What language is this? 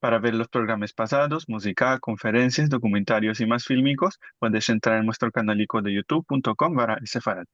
Ladino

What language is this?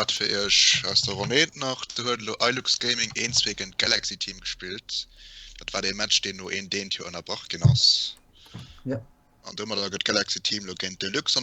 Luxembourgish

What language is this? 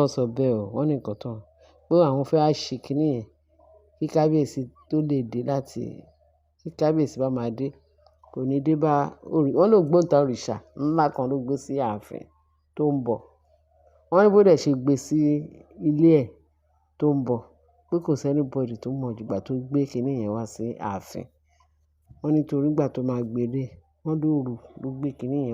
Yoruba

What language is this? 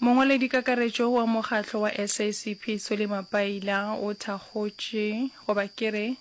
Northern Sotho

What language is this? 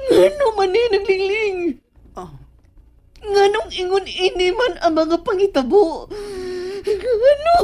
Cebuano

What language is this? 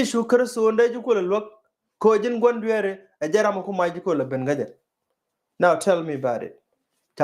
Nuer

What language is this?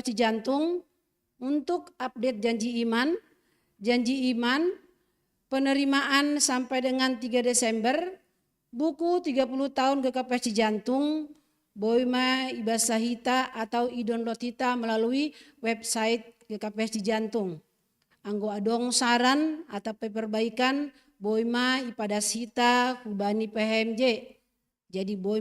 Batak Simalungun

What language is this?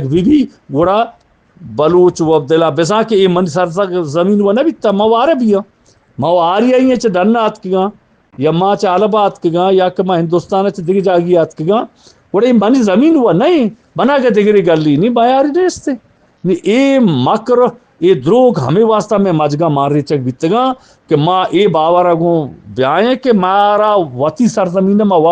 Eastern Balochi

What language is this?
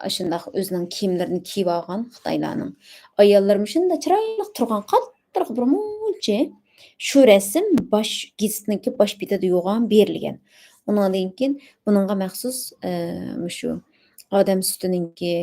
Uyghur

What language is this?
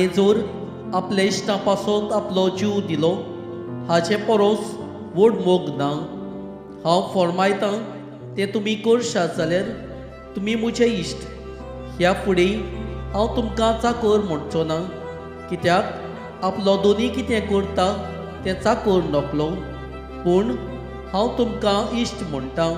Konkani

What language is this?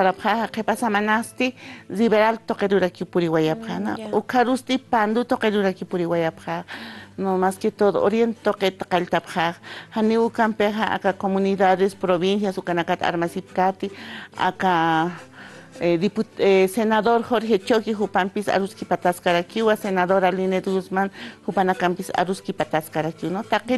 Aymara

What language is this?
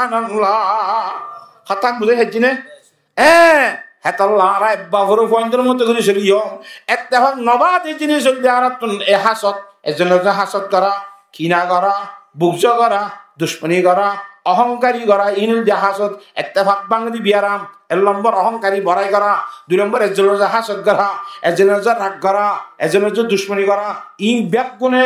Rohingya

